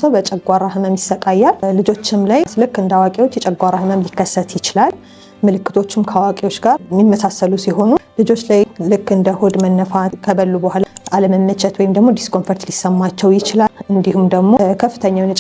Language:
Amharic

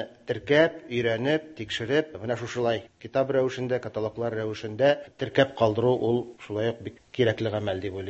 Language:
Tatar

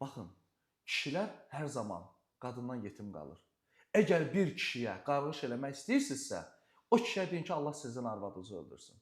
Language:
Azerbaijani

